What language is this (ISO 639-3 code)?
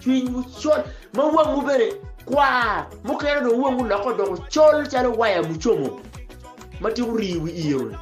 ach